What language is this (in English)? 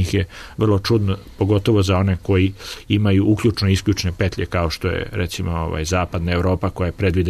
Serbian